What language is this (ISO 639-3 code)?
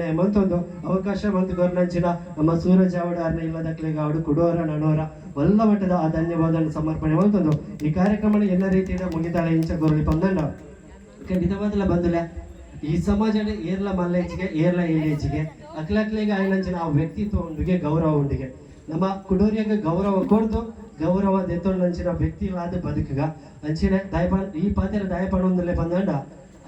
tcy